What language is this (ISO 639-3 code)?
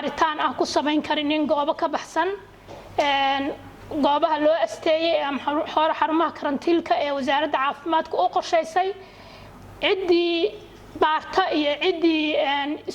som